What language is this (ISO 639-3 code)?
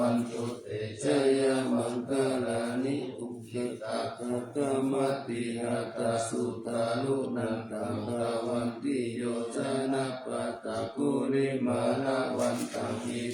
pli